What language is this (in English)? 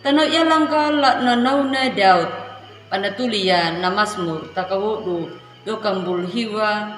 Anakalangu